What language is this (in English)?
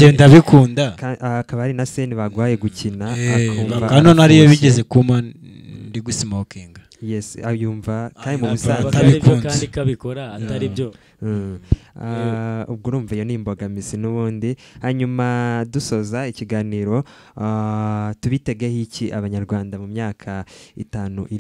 Kinyarwanda